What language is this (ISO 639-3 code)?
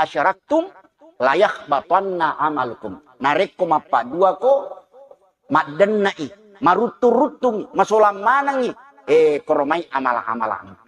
bug